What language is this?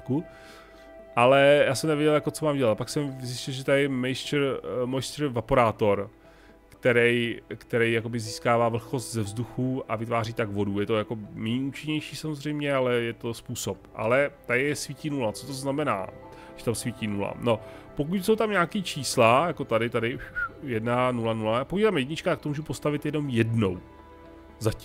Czech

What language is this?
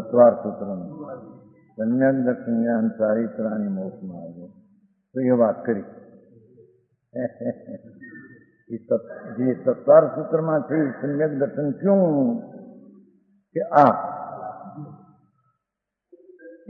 Gujarati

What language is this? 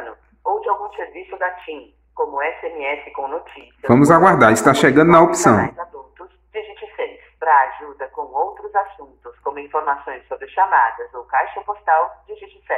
Portuguese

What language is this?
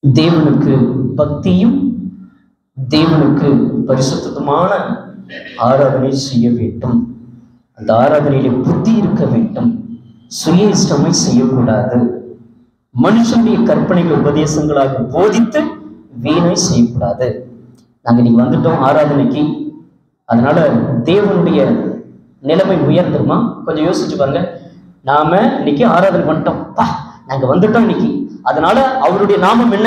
Tamil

